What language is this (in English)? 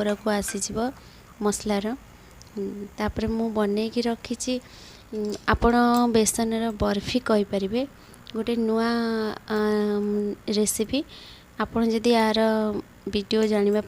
Odia